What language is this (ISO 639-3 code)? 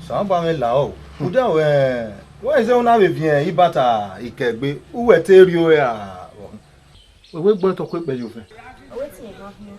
bin